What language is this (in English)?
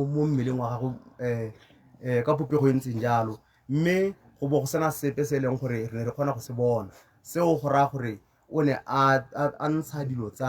Tswana